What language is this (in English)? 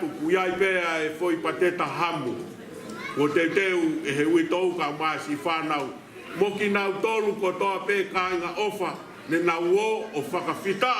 Tongan